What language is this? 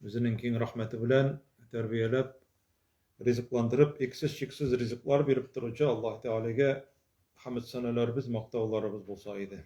Tatar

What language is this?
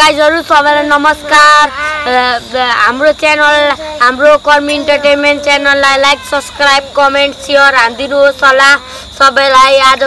Nepali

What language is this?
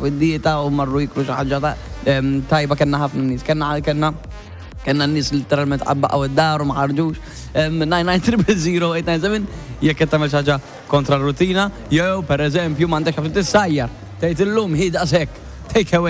Maltese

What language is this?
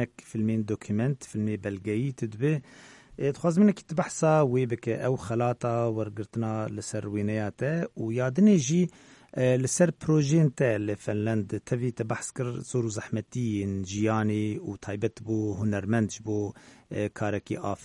Kurdish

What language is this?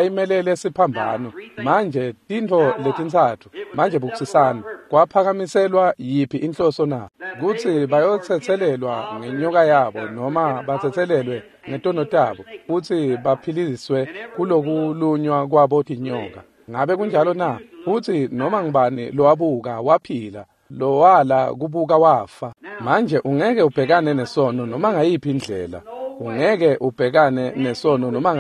Swati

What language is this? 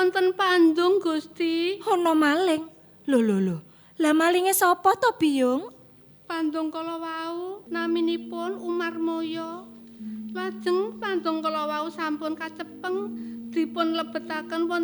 Javanese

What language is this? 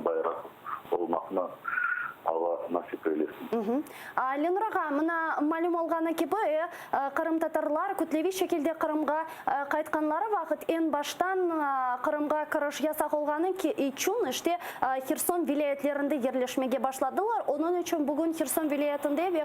Crimean Tatar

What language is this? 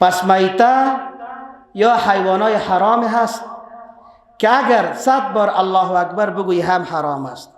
Persian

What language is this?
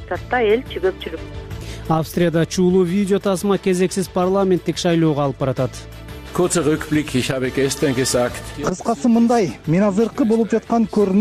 Kyrgyz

